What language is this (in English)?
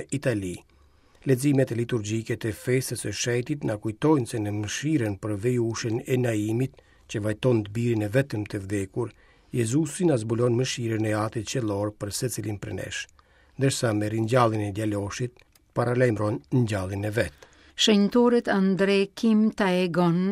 Albanian